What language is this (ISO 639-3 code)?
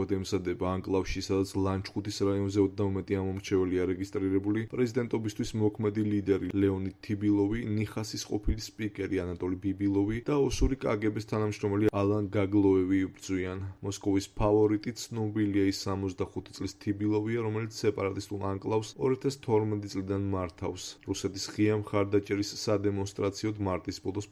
kat